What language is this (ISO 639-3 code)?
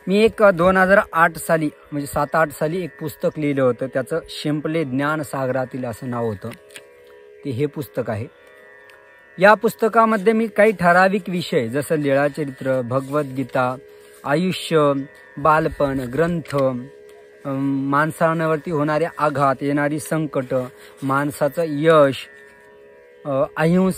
mar